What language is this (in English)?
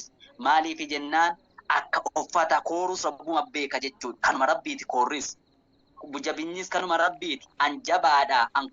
Oromo